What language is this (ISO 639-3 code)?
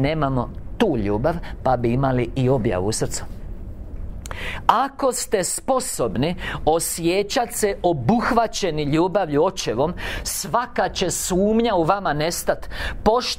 hrv